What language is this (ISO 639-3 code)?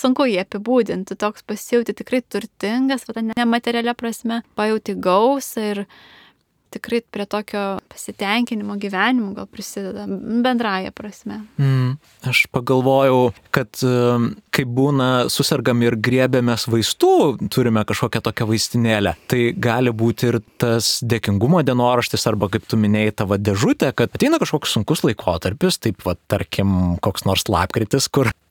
lit